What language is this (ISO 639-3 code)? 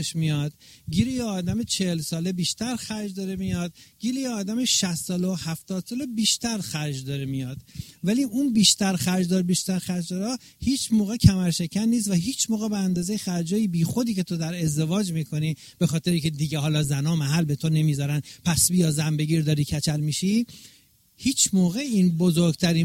fas